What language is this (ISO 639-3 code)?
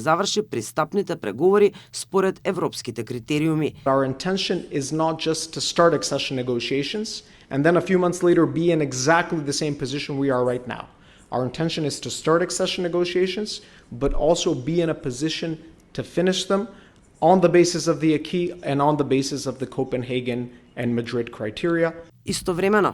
mkd